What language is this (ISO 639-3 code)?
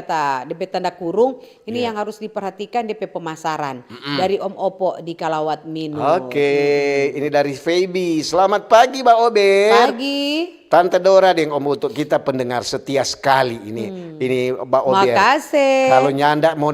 xmm